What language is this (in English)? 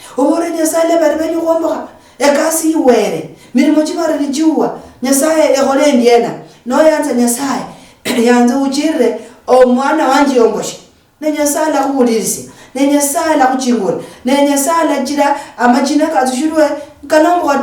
Luyia